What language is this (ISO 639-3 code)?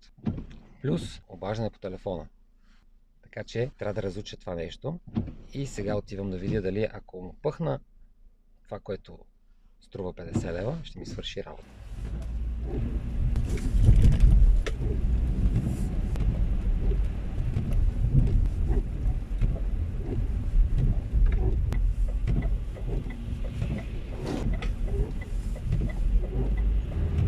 bul